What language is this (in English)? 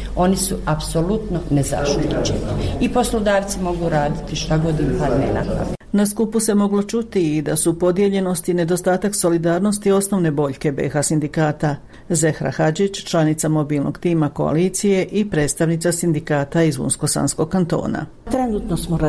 Bosnian